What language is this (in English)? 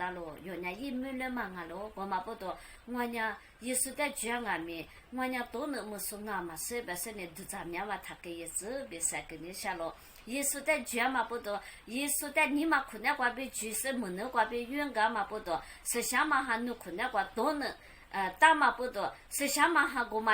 Lisu